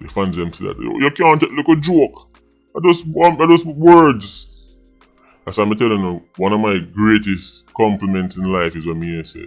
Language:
Jamaican Creole English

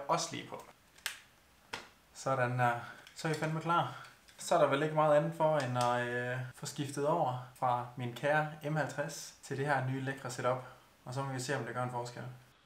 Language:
Danish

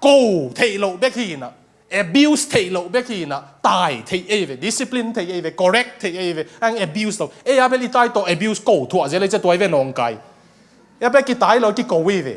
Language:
Tedim Chin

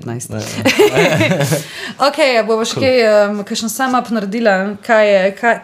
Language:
Slovenian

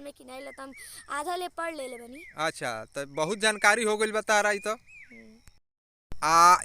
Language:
Bhojpuri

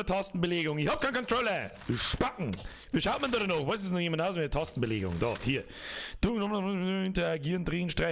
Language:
Bavarian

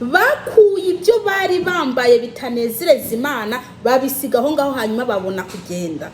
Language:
Kinyarwanda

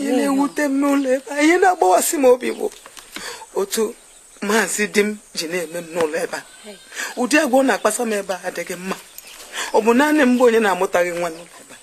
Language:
Igbo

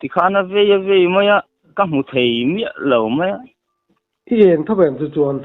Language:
Mizo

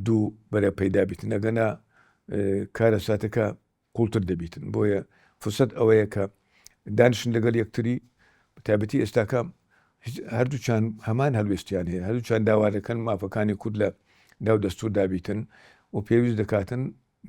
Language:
Central Kurdish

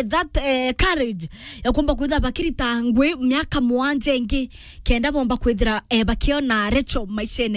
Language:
Meru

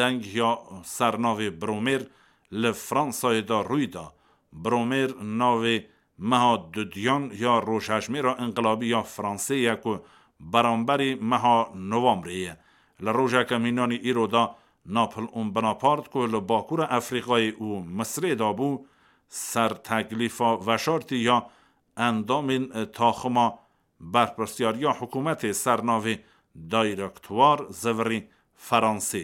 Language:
Kurdish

